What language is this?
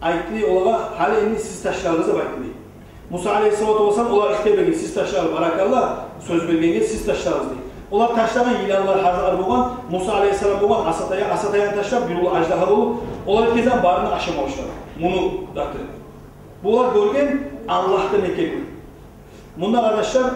Kumyk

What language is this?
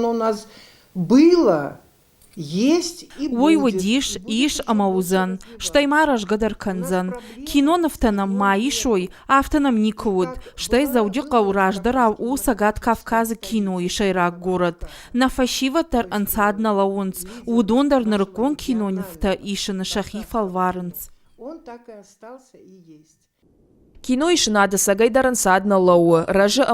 Ossetic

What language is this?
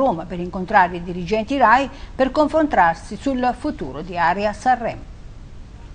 Italian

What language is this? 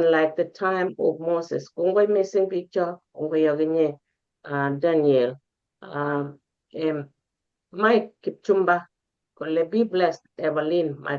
Kalenjin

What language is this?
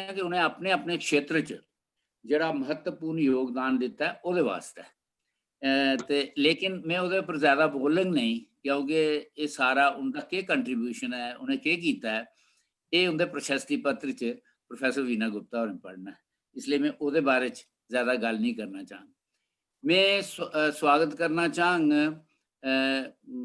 Dogri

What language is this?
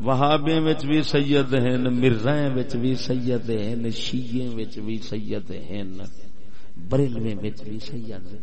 Saraiki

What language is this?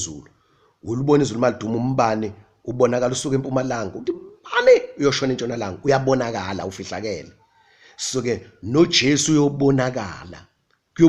Zulu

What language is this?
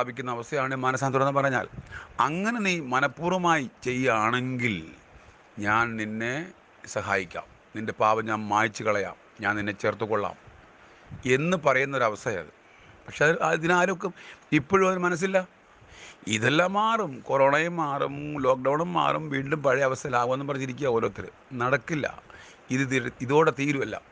Malayalam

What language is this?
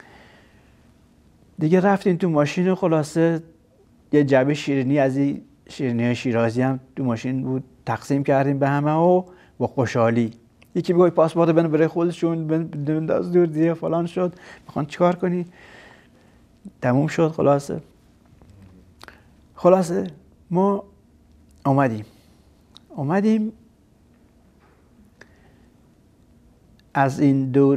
Persian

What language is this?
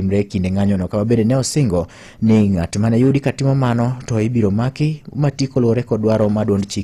Luo (Kenya and Tanzania)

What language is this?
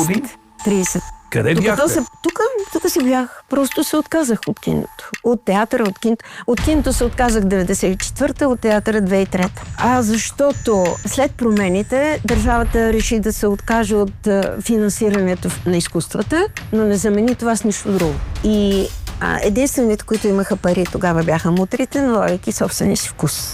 Bulgarian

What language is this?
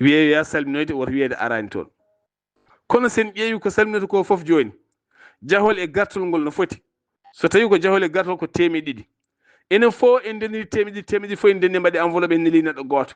Fula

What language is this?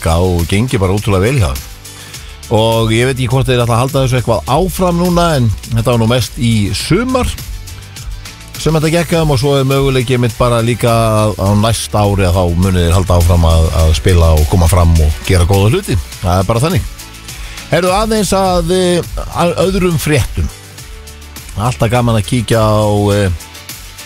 Icelandic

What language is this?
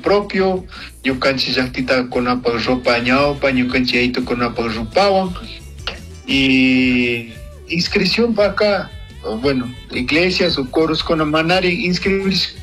Chimborazo Highland Quichua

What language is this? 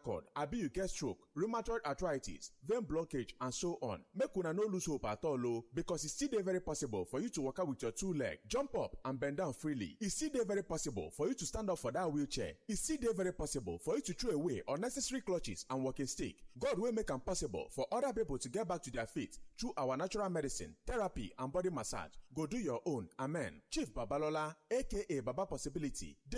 Nigerian Pidgin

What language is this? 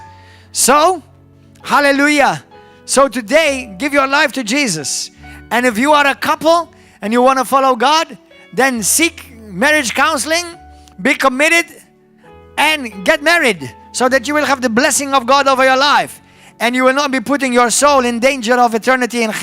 English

